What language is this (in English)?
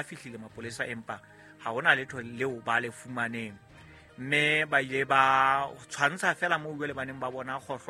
Southern Sotho